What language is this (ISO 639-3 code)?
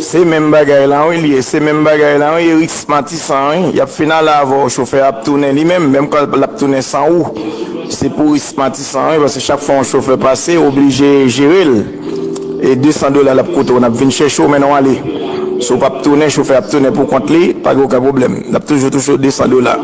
hat